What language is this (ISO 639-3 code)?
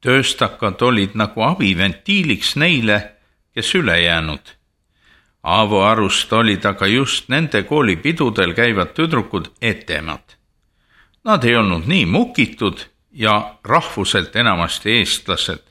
est